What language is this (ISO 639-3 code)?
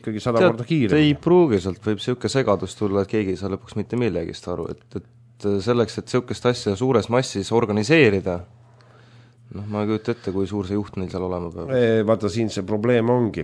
est